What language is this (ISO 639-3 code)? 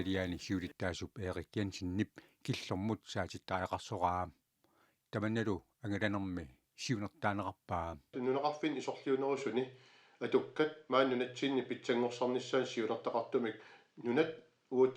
kal